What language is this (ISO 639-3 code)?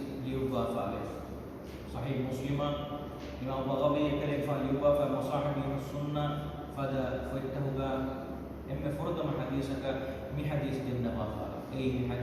div